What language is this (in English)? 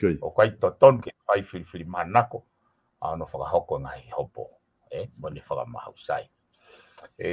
Tongan